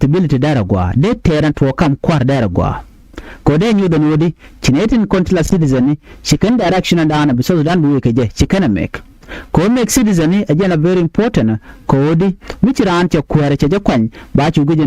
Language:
Nuer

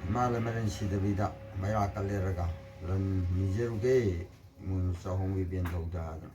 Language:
Manipuri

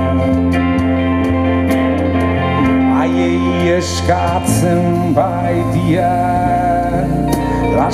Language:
Basque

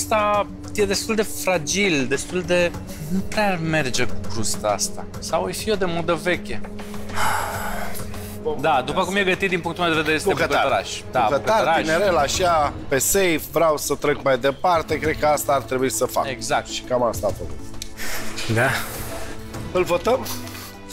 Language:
Romanian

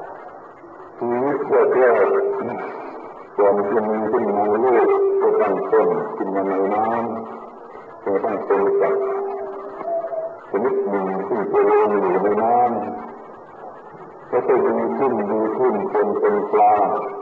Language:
Thai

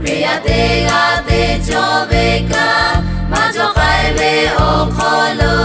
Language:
Lahu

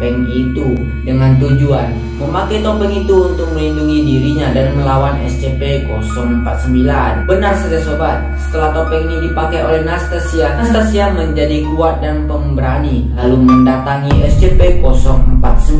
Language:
Indonesian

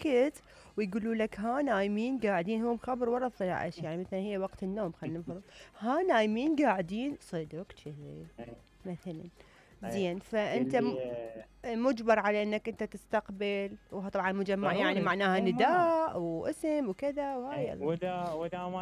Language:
Mesopotamian Arabic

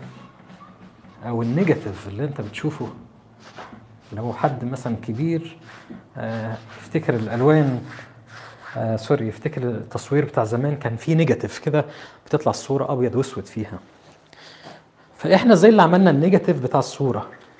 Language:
Egyptian Arabic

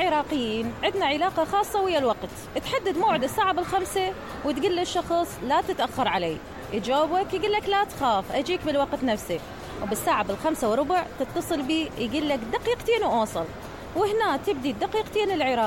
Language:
Mesopotamian Arabic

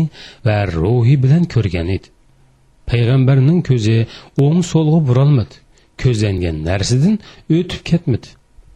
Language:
Uyghur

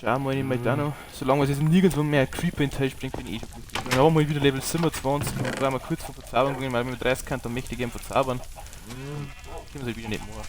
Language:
Bavarian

